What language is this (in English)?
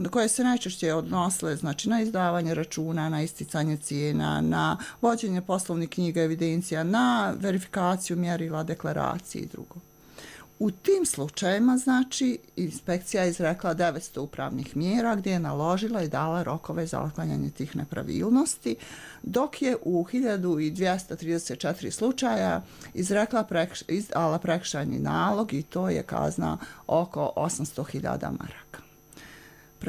Bosnian